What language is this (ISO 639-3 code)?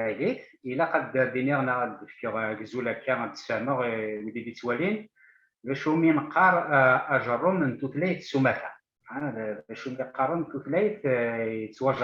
kab